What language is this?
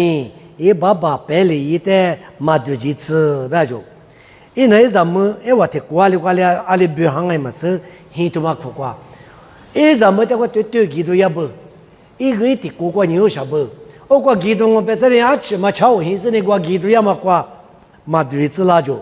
Lisu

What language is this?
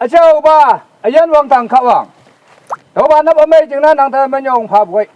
Naga Pidgin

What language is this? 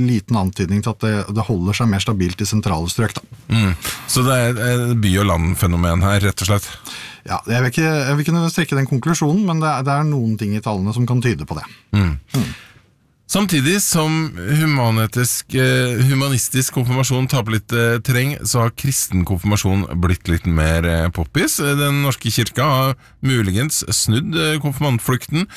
Norwegian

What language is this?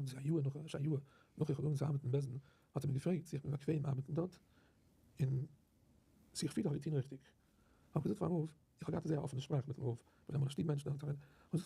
Yiddish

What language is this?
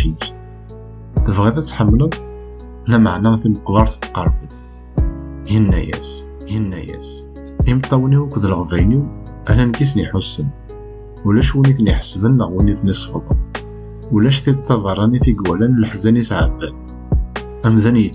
Kabyle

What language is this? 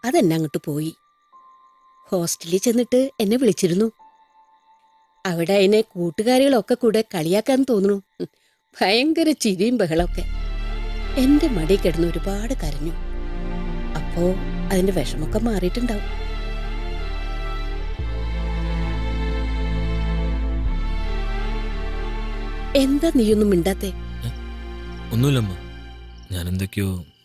Malayalam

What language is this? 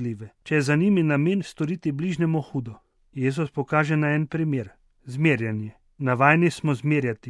Slovenian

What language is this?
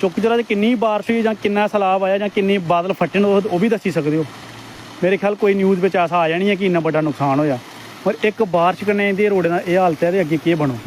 Dogri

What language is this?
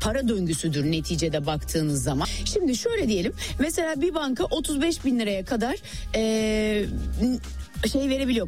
Turkish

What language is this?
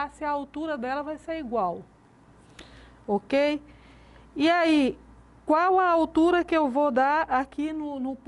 Portuguese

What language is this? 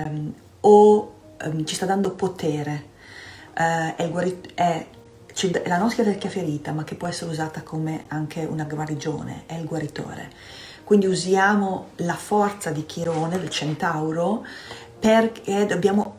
Italian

